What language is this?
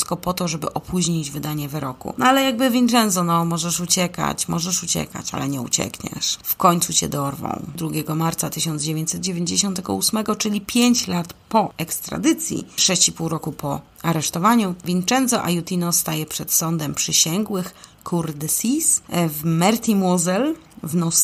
Polish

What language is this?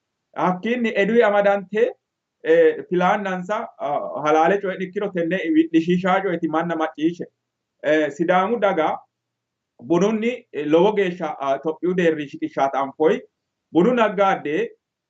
Sidamo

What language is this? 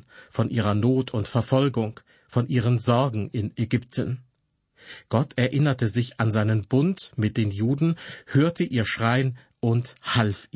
German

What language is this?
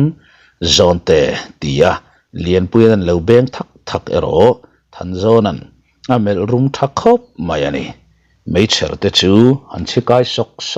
Mizo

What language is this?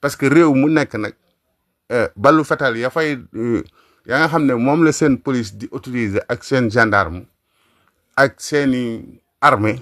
Wolof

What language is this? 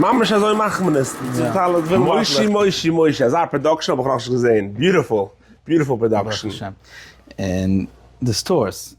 Yiddish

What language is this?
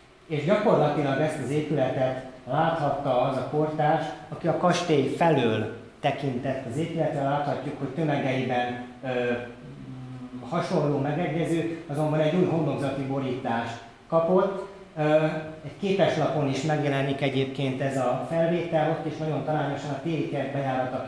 Hungarian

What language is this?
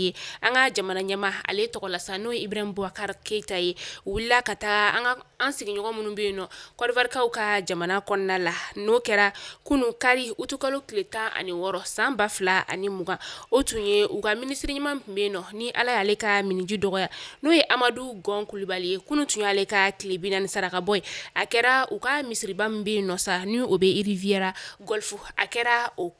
Bambara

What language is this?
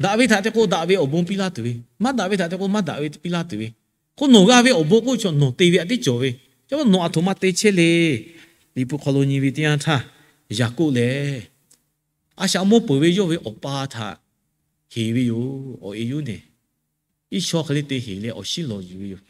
Lahu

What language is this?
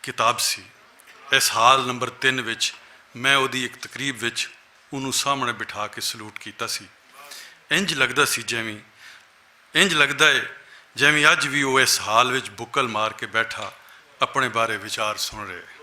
Western Panjabi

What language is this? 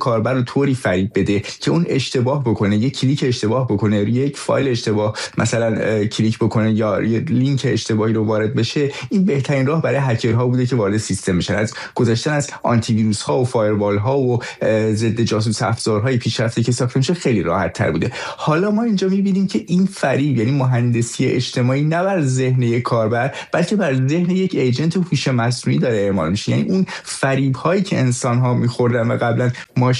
Persian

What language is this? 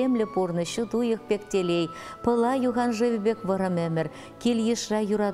Chuvash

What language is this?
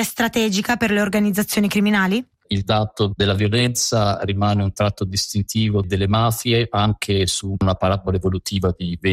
Italian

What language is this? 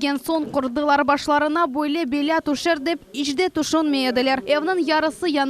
Crimean Tatar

